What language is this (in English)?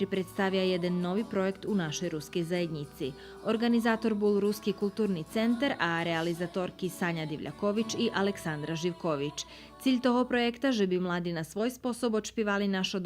Rusyn